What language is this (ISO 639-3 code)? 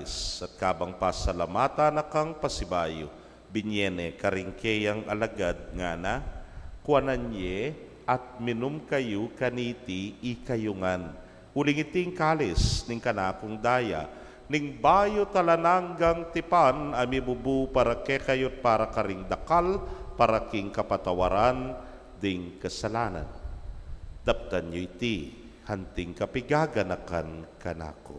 pam